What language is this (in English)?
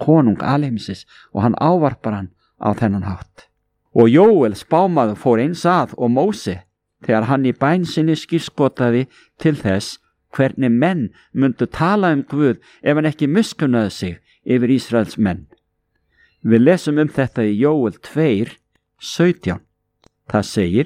Icelandic